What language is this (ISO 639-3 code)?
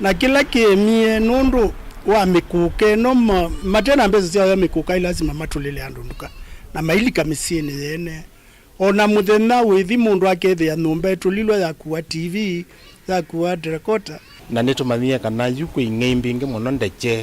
kam